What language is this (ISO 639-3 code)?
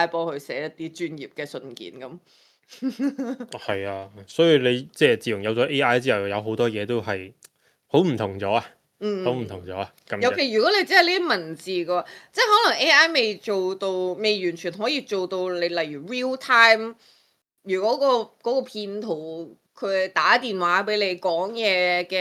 yue